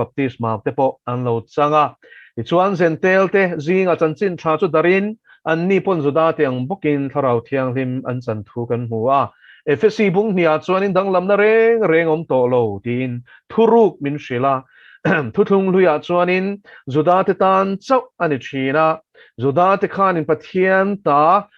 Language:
Mizo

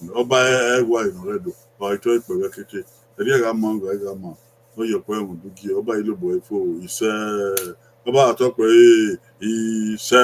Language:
Bini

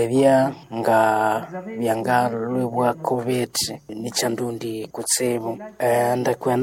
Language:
Nande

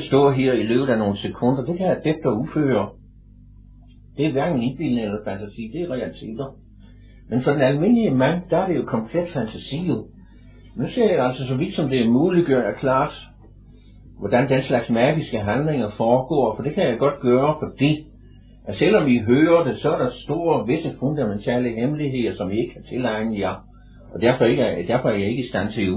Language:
Danish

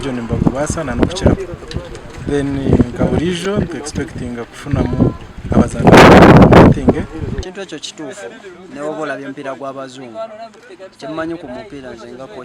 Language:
Nyankole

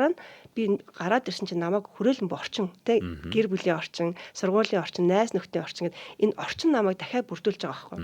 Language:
Mongolian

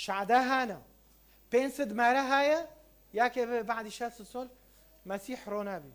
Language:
Kurdish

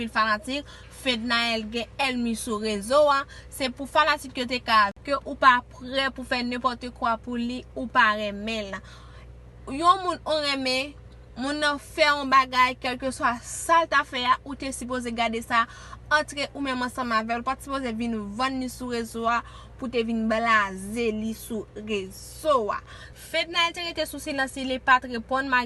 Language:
Haitian Creole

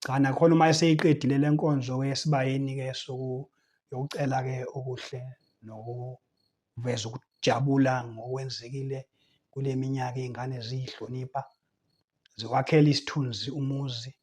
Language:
Zulu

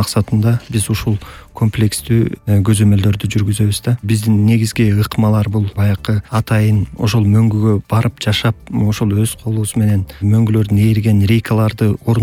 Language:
Kyrgyz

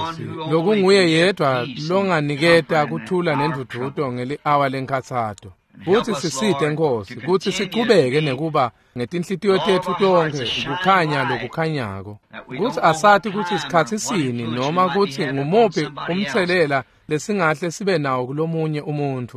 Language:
Swati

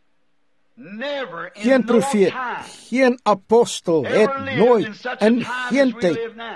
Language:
Afrikaans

